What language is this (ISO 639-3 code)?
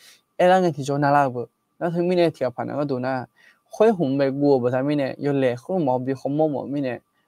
ahk